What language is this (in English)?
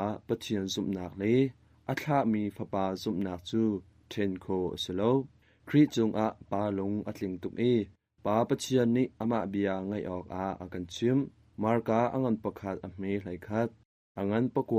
Hakha Chin